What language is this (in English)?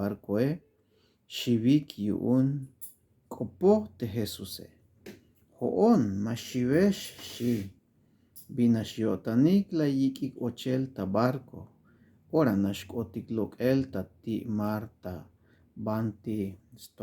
Tzeltal